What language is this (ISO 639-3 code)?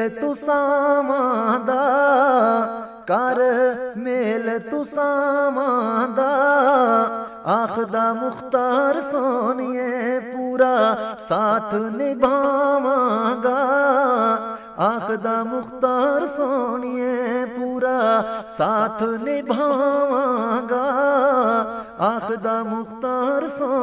pan